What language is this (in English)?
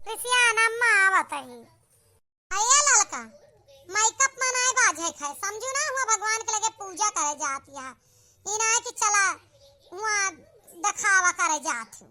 Awadhi